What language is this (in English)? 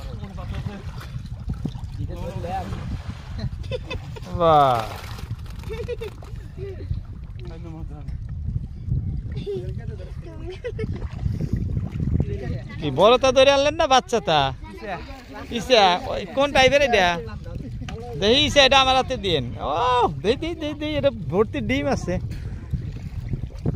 Bangla